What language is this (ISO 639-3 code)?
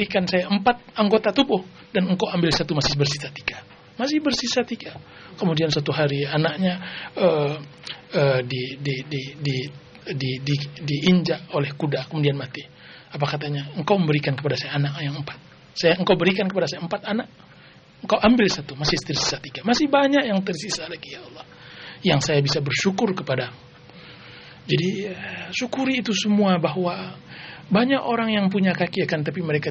ind